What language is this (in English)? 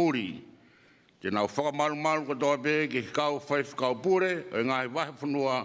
Tongan